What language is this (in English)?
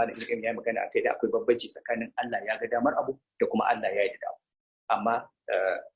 Hausa